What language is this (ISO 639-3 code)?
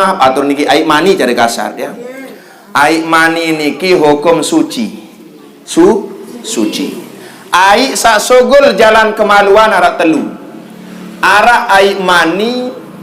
sas